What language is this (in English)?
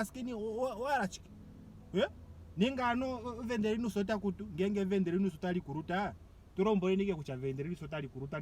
Ndonga